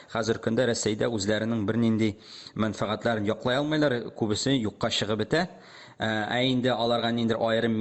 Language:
Tatar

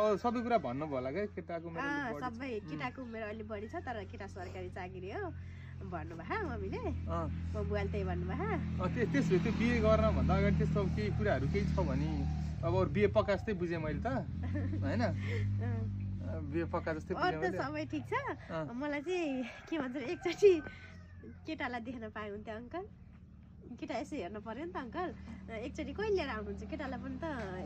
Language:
Nepali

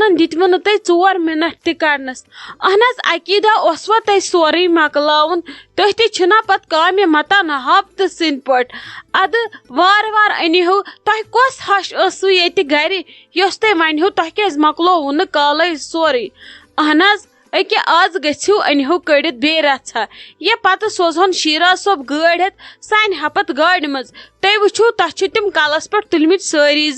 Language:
Kashmiri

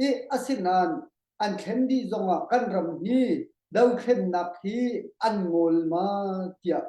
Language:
Hakha Chin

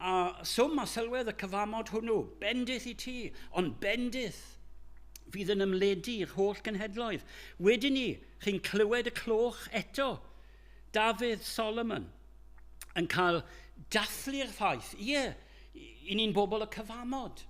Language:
Welsh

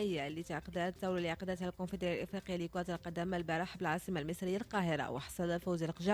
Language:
Moroccan Arabic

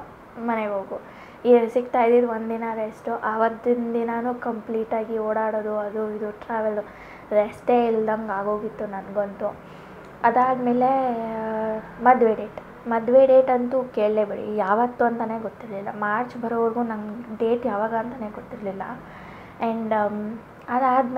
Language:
Kannada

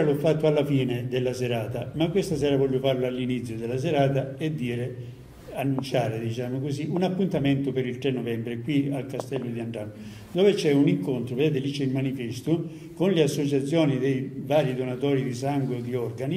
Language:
Italian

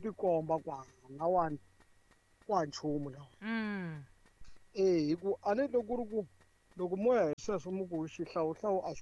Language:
Tsonga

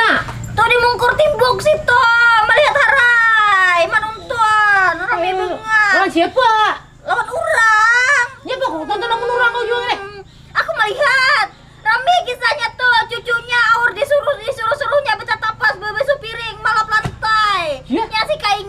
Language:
Banjar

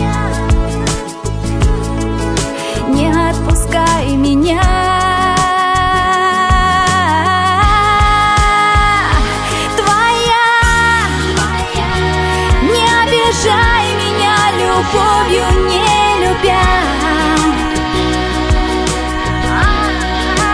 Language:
Russian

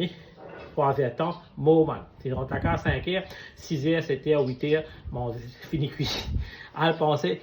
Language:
Morisyen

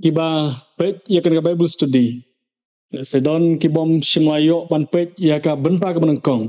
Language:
Khasi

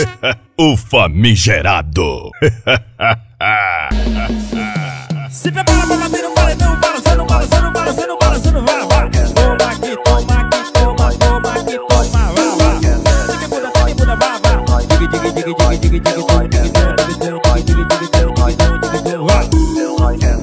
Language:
Portuguese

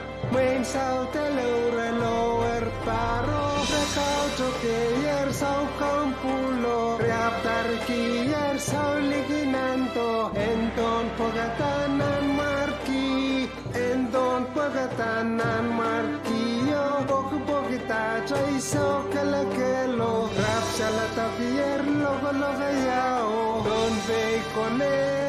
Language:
Pohnpeian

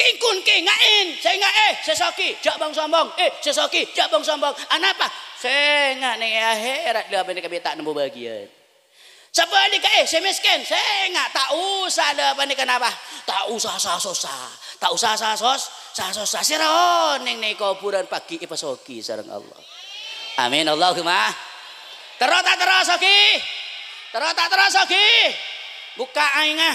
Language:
Madurese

